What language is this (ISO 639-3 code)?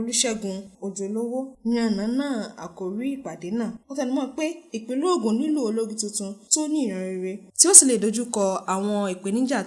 yor